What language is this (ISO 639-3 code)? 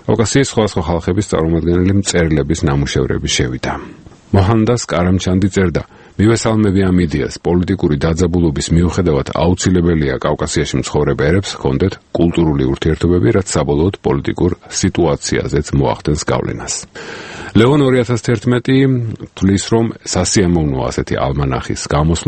kat